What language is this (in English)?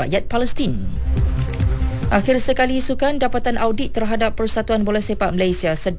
Malay